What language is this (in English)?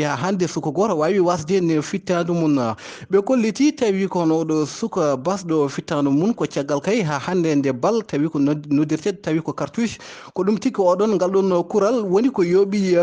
Fula